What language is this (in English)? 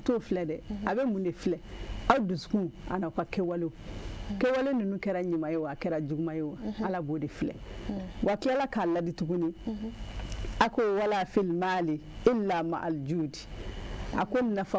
Bambara